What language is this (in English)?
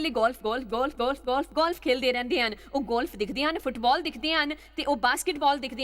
Dogri